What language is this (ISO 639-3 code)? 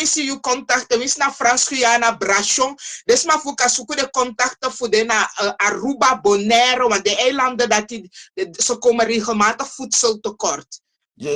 srn